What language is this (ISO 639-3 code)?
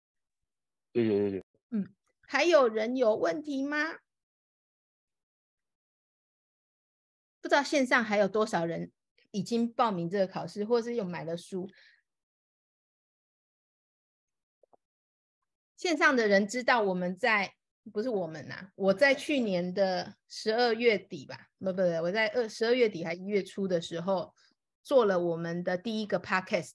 zho